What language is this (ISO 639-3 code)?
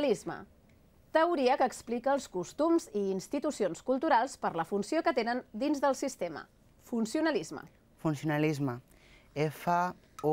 cat